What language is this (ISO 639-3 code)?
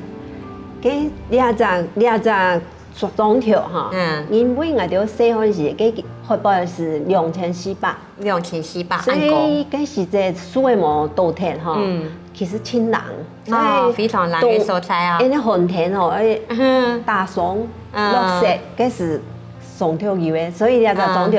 hak